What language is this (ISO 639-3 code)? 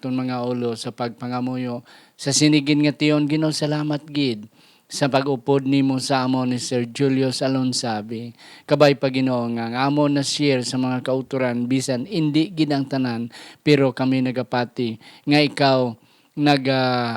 hil